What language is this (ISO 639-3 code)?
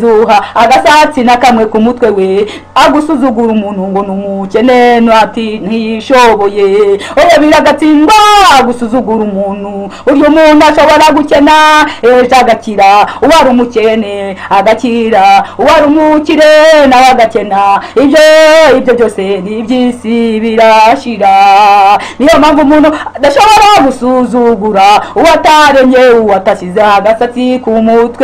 kin